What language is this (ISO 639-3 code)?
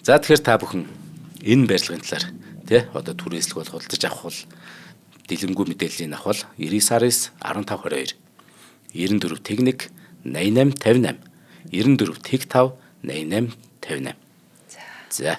mon